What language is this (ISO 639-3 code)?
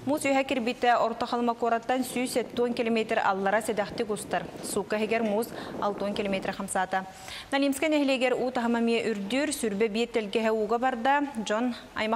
sah